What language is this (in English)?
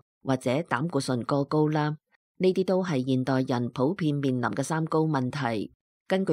Cantonese